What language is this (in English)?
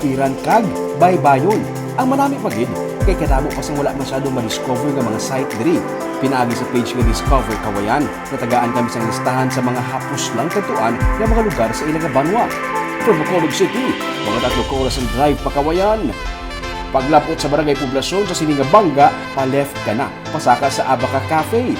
Hiligaynon